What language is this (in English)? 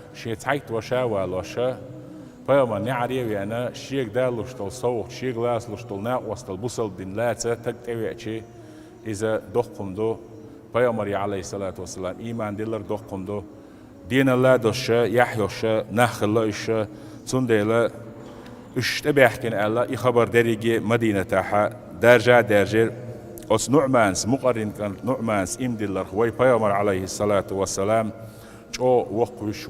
Chechen